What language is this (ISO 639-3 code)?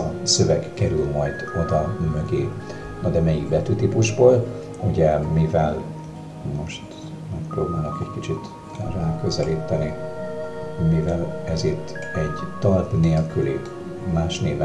hun